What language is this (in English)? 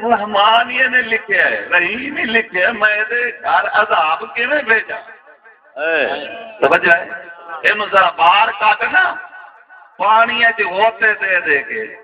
Saraiki